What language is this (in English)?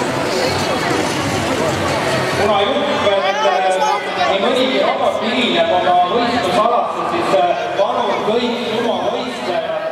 Estonian